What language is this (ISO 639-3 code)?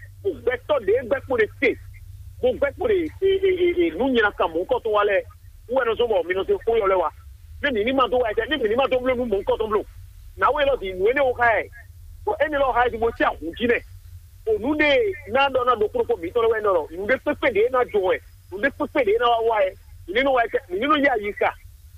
fon